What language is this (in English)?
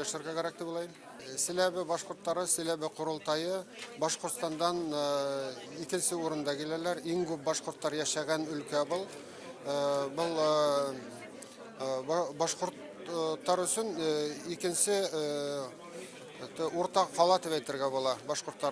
Bashkir